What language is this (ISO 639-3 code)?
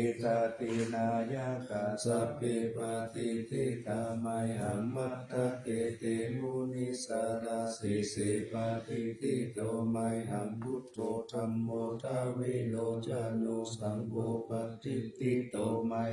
pli